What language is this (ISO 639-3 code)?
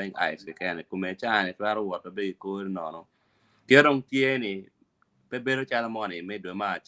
ach